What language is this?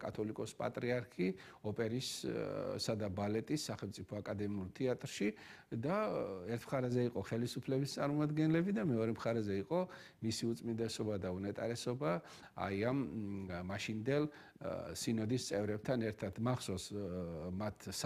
Georgian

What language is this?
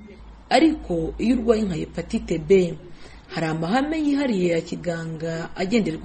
Kinyarwanda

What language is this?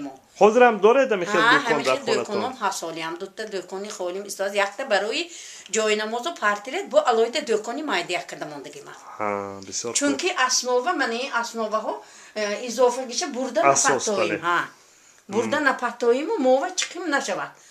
Tajik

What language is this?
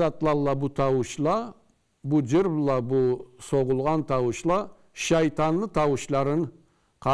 Karachay-Balkar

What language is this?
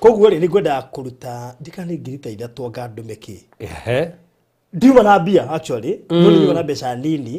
Kikuyu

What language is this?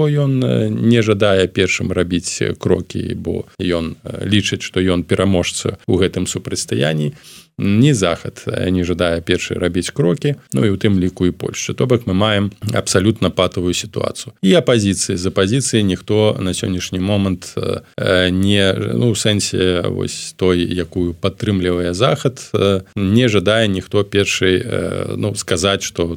Belarusian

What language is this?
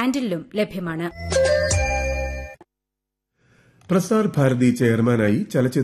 Malayalam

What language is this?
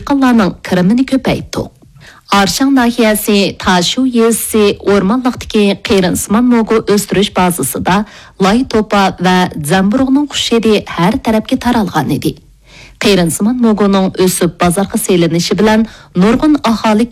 Uyghur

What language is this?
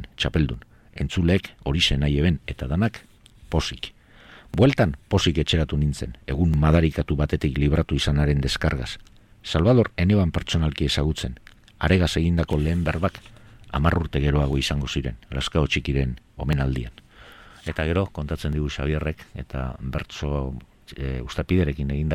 Basque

